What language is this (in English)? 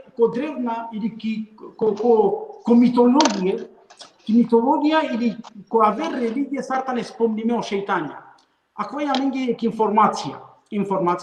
Balkan Romani